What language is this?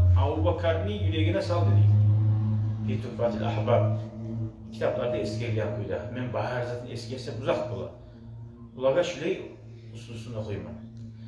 Kumyk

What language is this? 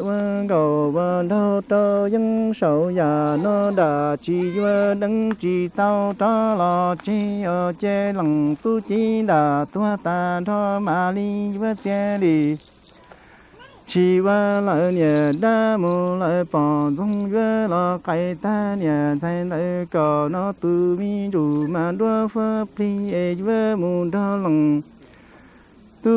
Vietnamese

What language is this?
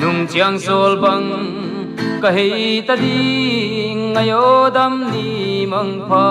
Paite Chin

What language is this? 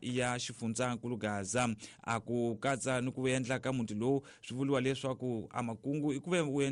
Tsonga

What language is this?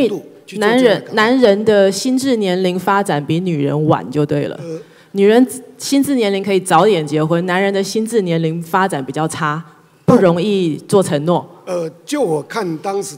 Chinese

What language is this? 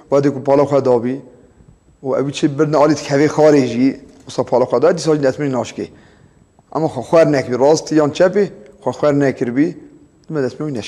Kurdish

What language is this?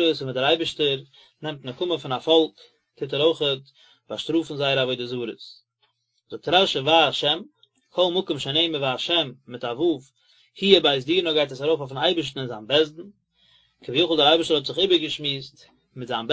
Yiddish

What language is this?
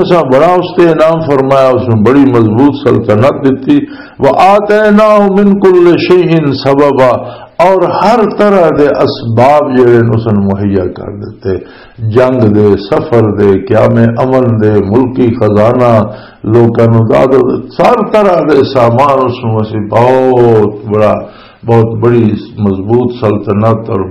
Western Panjabi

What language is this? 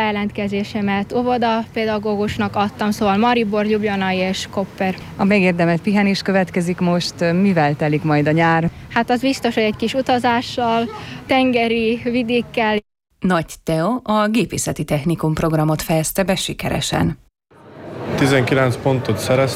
Hungarian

